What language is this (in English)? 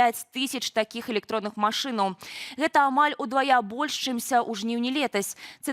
Belarusian